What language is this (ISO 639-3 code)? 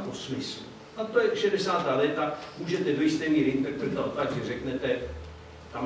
ces